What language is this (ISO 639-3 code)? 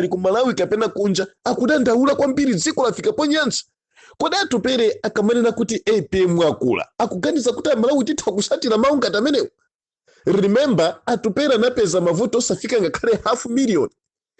nya